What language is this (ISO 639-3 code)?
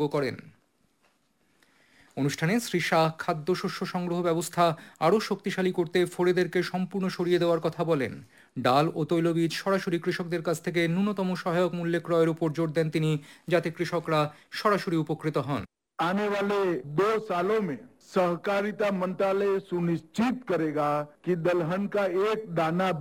ben